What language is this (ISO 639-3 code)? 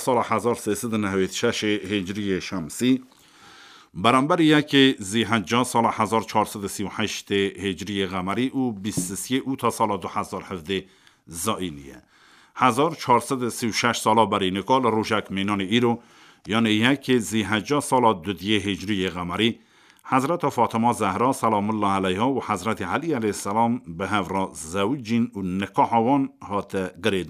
kur